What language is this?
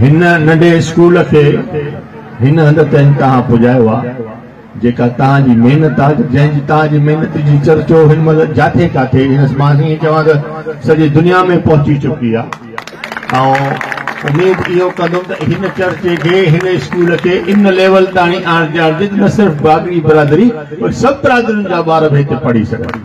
Sindhi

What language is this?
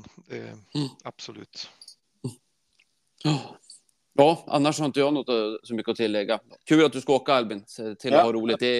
Swedish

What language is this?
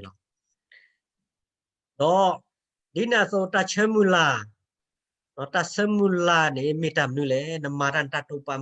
S'gaw Karen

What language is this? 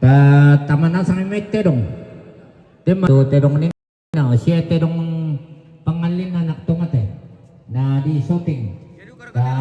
Toraja-Sa'dan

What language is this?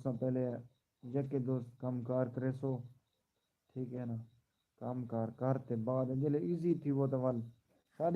Saraiki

